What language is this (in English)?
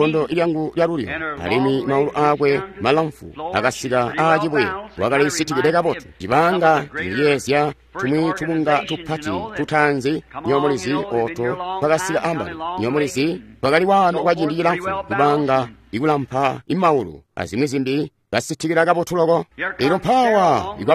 Tonga (Zambia)